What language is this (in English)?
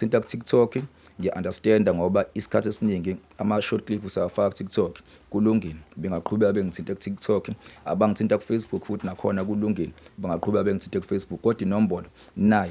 Zulu